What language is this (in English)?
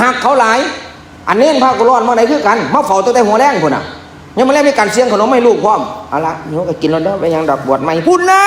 Northeastern Thai